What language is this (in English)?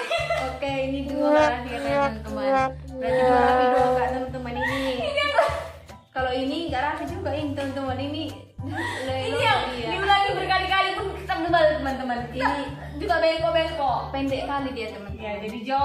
Indonesian